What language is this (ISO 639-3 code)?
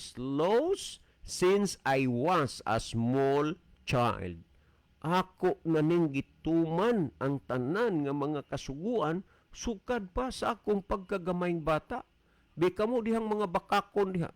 ceb